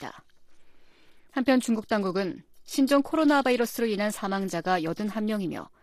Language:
Korean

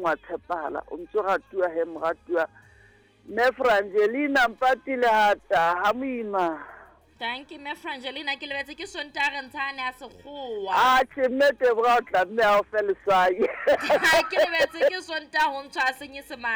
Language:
Southern Sotho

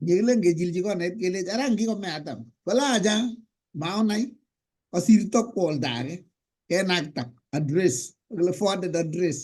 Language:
Kalenjin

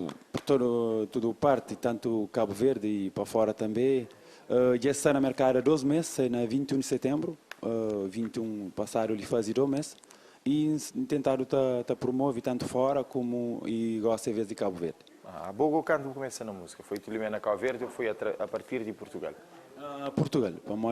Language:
Kabuverdianu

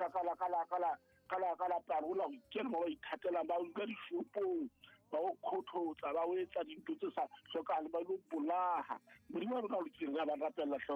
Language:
Southern Sotho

